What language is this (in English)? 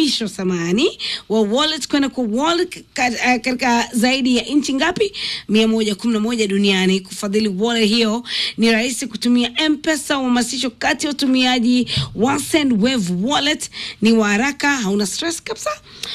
Swahili